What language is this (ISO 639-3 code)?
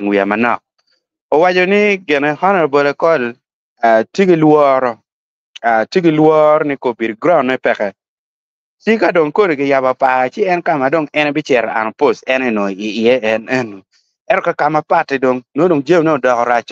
ach